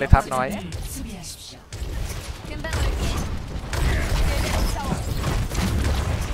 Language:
Thai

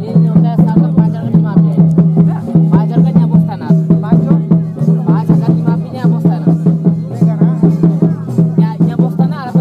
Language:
Santali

